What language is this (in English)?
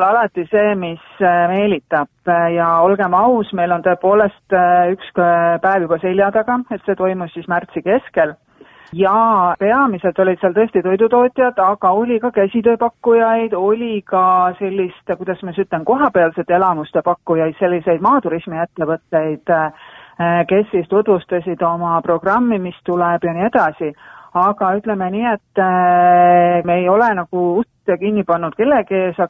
Estonian